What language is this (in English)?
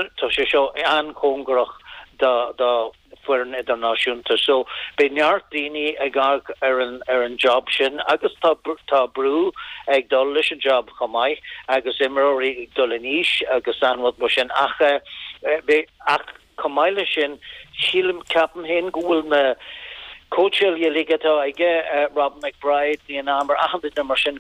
Irish